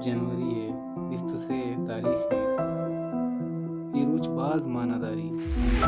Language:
Baluchi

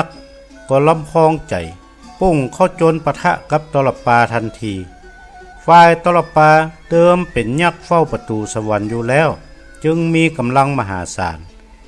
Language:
Northern Thai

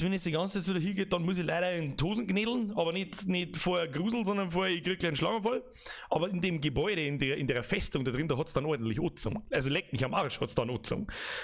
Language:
Bavarian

